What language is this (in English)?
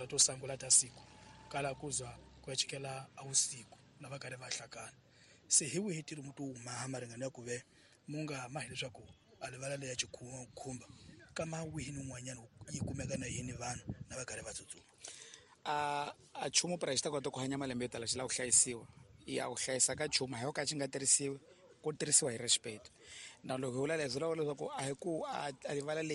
Tsonga